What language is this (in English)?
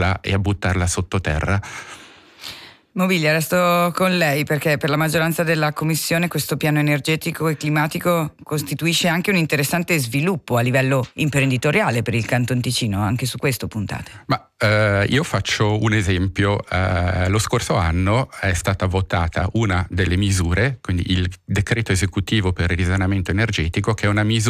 Italian